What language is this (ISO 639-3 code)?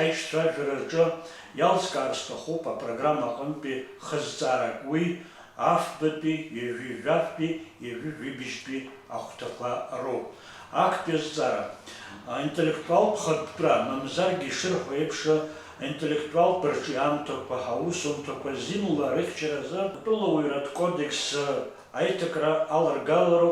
abk